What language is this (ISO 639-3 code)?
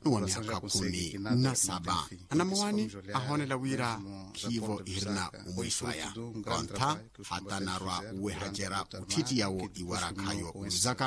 vmw